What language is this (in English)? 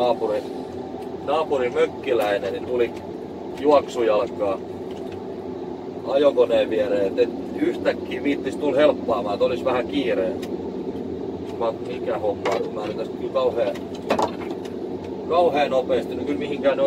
Finnish